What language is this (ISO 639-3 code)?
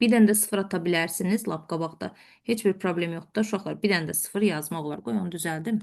aze